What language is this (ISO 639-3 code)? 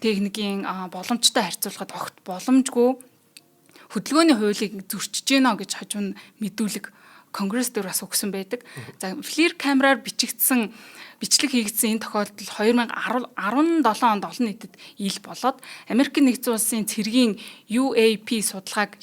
mon